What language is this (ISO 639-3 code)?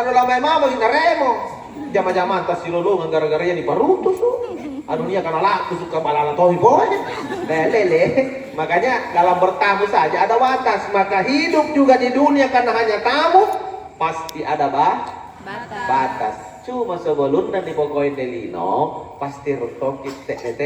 mak